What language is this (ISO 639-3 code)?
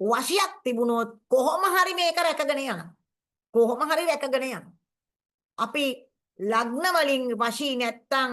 sin